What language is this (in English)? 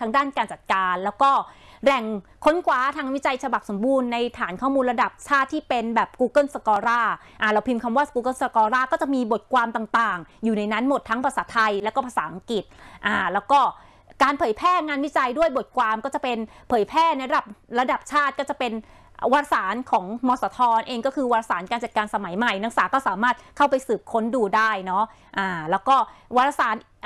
Thai